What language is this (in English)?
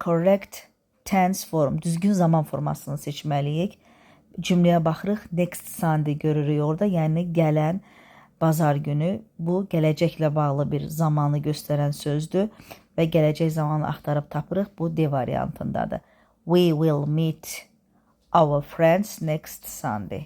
Azerbaijani